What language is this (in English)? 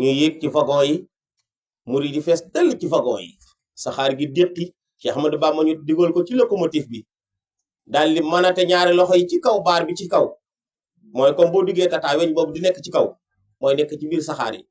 Wolof